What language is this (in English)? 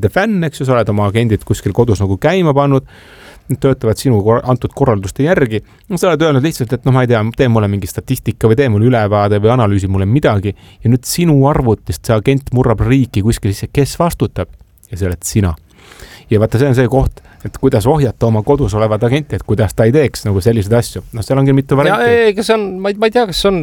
Estonian